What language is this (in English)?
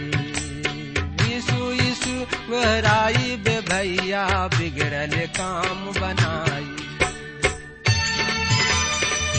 Bhojpuri